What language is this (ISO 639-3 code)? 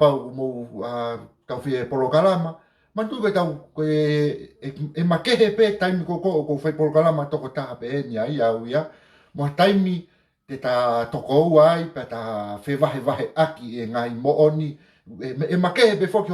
ton